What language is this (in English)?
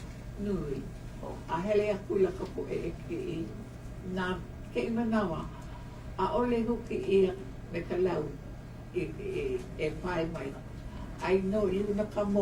Hawaiian